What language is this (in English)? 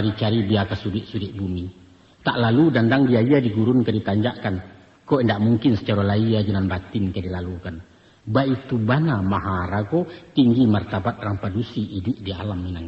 Minangkabau